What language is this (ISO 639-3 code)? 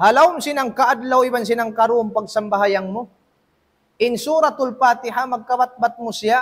tsg